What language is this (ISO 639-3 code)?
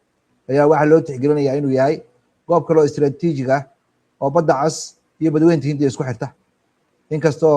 som